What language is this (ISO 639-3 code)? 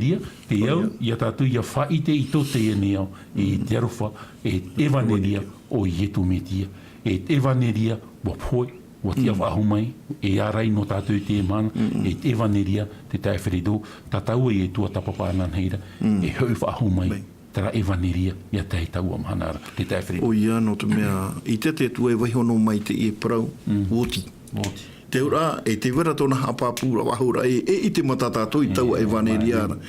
tah